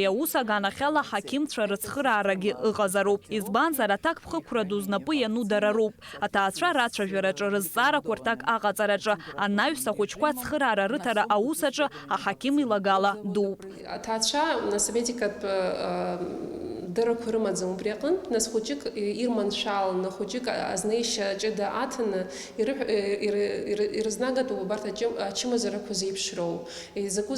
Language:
Abkhazian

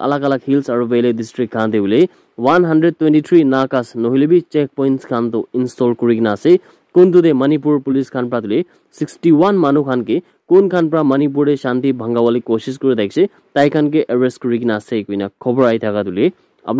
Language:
Naga Pidgin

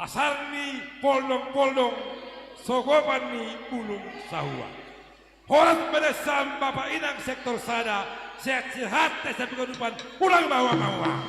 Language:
Batak Simalungun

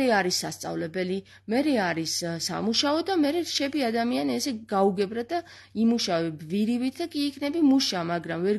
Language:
Georgian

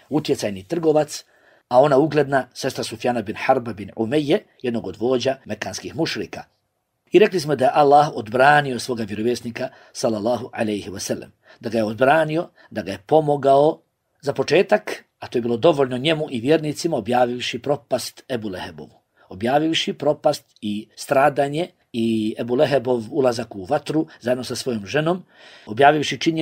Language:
Bosnian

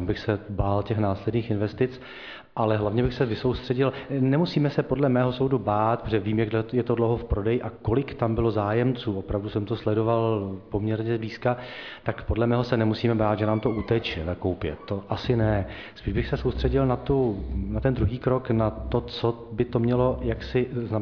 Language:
Czech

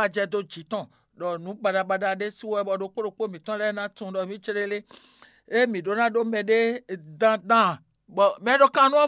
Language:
Fon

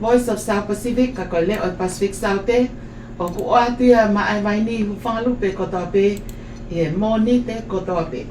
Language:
Tongan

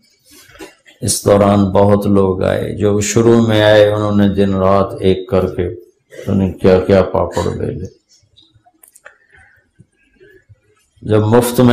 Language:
Urdu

